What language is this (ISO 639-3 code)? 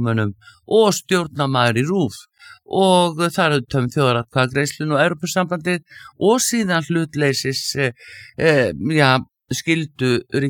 isl